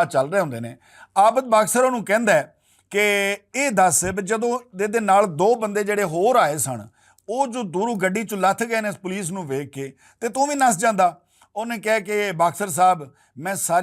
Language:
Western Panjabi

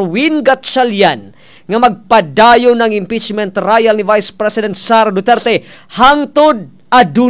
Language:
Cebuano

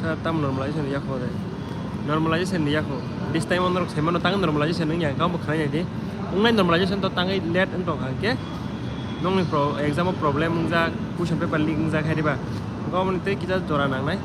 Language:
Kok Borok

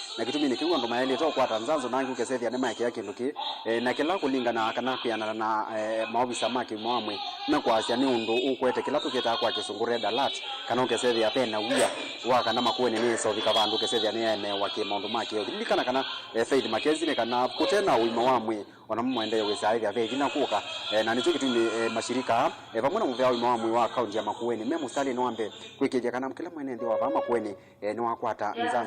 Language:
Kamba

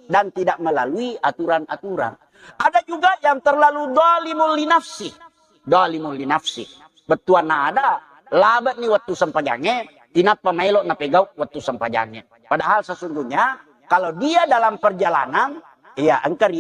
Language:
Buginese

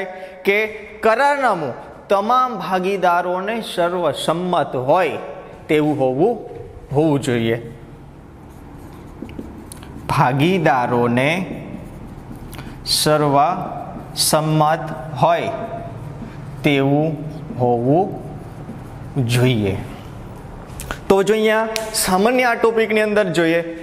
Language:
Gujarati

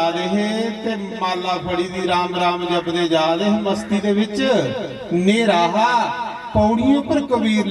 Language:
Dogri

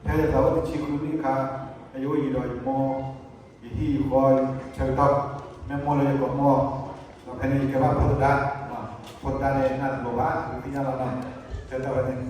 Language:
S'gaw Karen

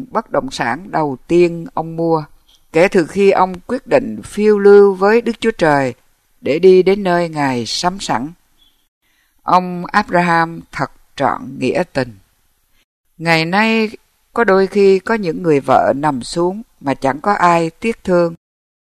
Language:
Vietnamese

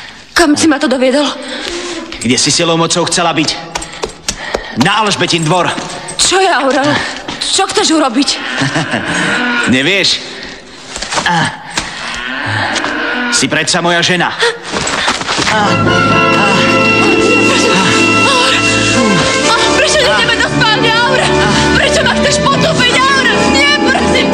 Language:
Slovak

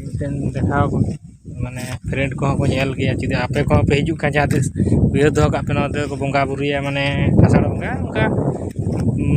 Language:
Santali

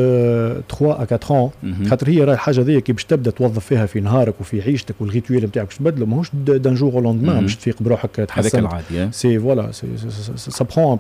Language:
Tunisian Arabic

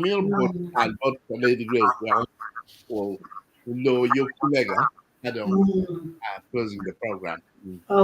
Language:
Acoli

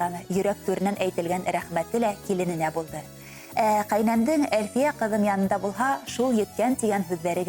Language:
Bashkir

